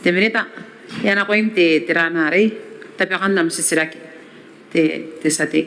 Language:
Gilbertese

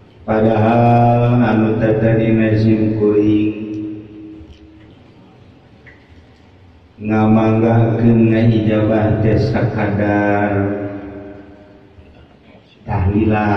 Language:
Sundanese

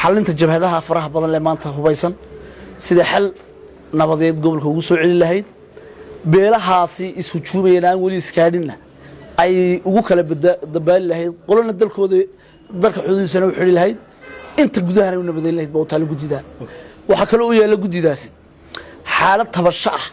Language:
Somali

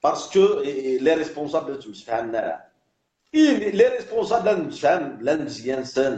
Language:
Kabyle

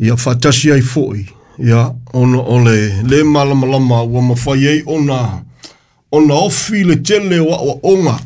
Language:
Samoan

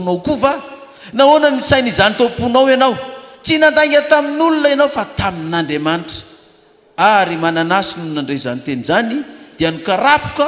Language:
Malagasy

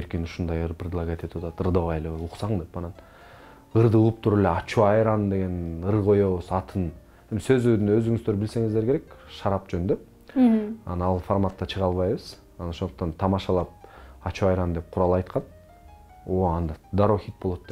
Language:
Kyrgyz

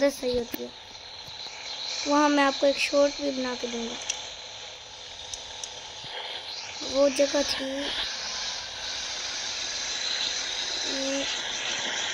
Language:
Hindi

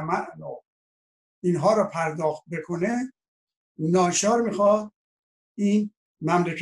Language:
Persian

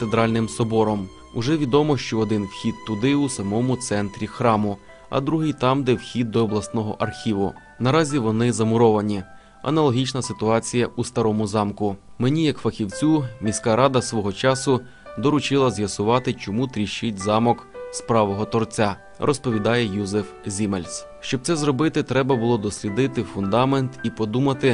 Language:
Ukrainian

